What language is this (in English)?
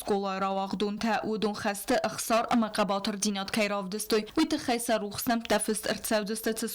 Ossetic